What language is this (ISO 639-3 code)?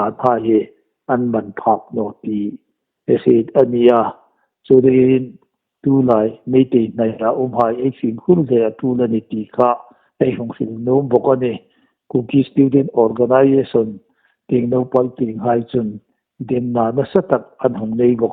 hmr